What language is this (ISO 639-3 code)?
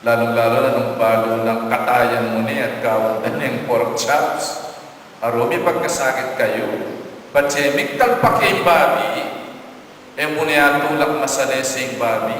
pam